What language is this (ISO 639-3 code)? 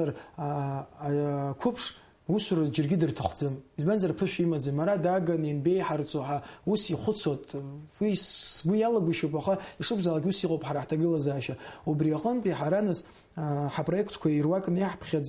abk